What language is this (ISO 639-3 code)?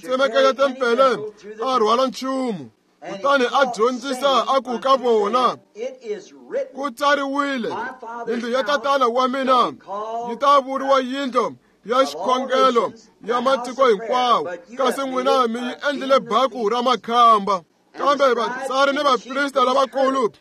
tso